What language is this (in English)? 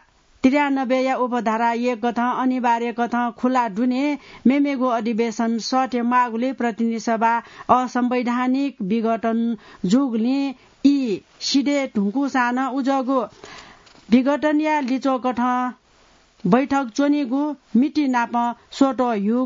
Newari